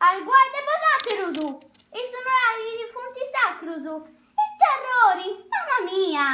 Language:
Sardinian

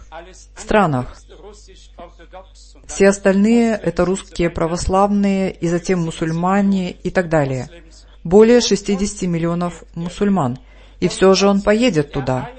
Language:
Russian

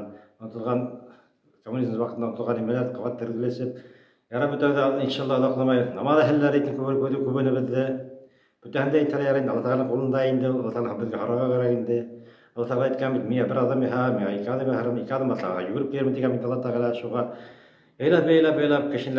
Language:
Bashkir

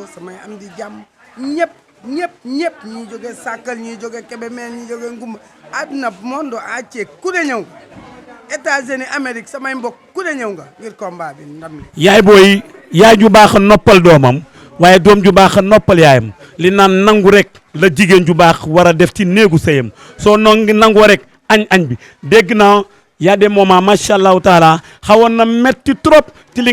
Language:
Wolof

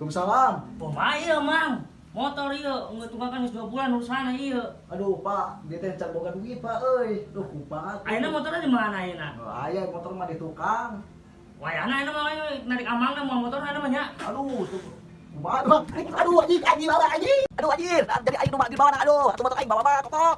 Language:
Sundanese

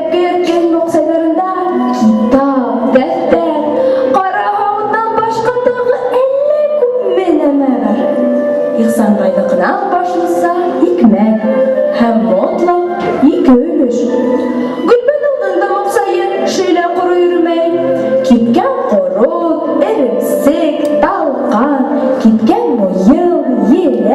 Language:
Bashkir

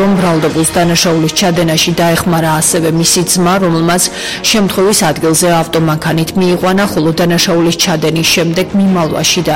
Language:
Georgian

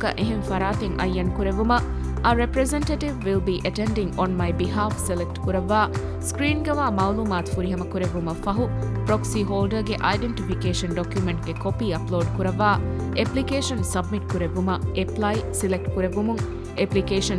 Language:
Divehi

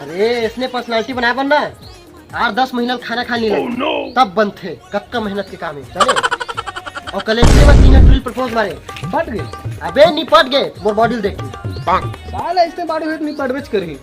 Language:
Chhattisgarhi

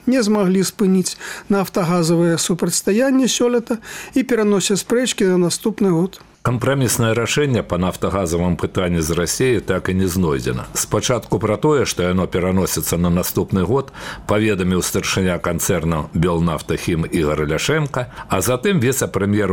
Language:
Belarusian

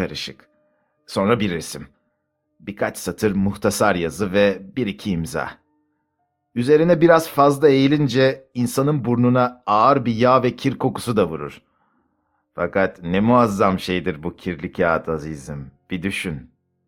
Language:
Turkish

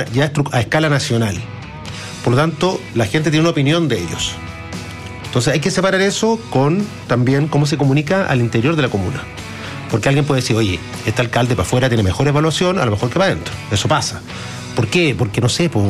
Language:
Spanish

